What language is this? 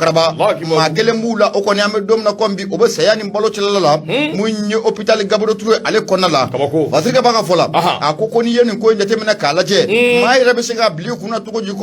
Bambara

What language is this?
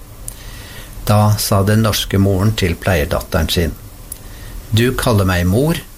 Norwegian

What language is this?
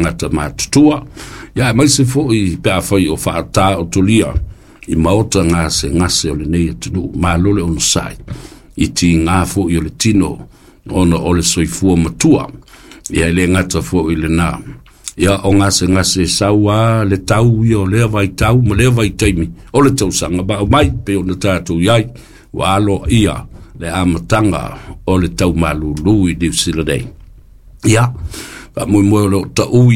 Samoan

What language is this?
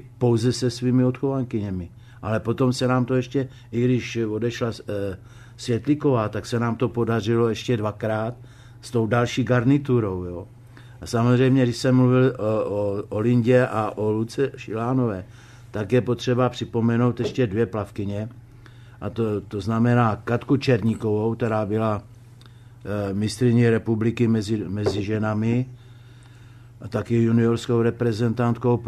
Czech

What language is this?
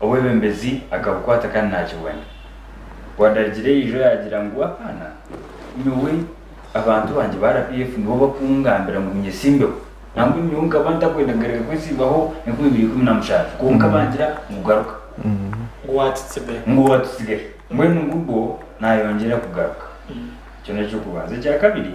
Nyankole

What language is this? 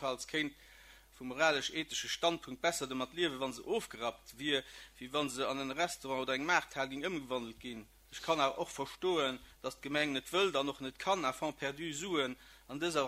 Luxembourgish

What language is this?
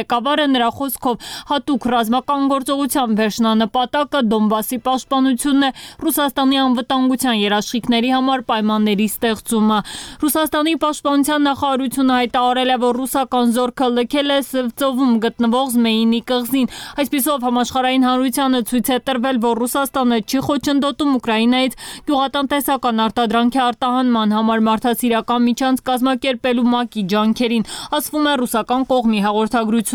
Armenian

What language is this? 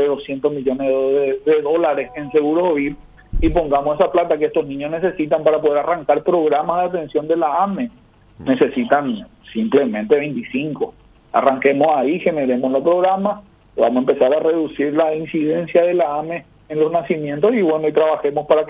Spanish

